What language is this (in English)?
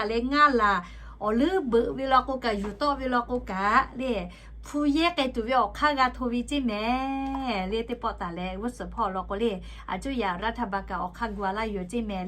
Lahu